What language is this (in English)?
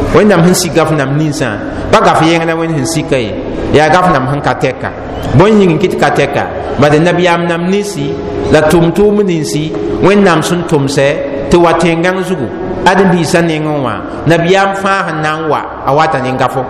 Mossi